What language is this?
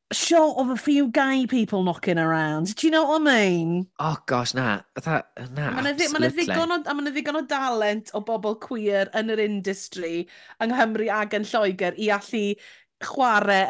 Welsh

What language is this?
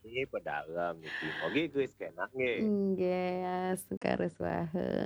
Balinese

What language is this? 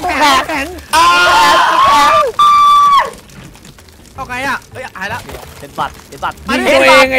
Thai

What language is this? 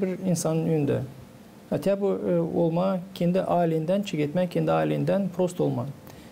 Gagauz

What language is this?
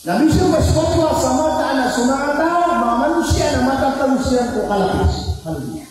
Maranao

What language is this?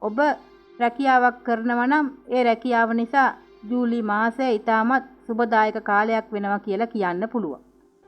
Sinhala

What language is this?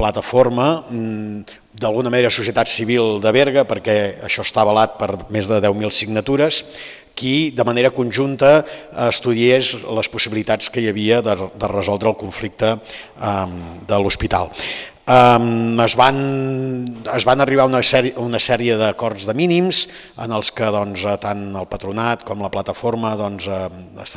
Catalan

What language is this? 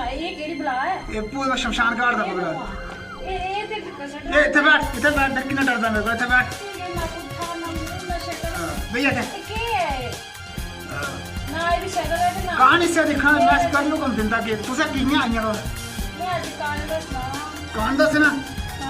Dogri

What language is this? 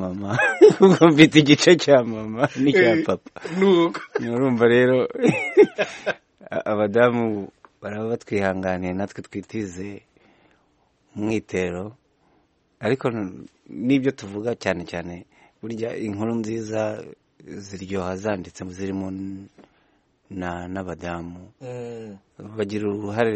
Kinyarwanda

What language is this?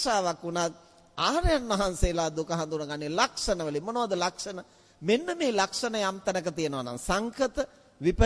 Sinhala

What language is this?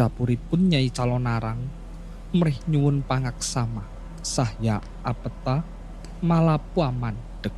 Javanese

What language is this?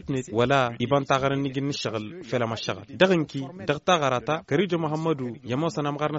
Tamasheq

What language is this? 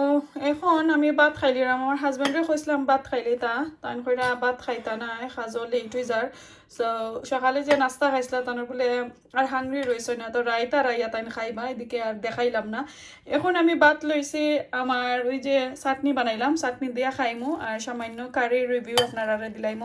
Sylheti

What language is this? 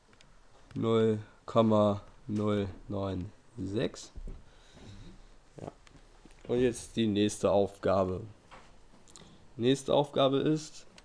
German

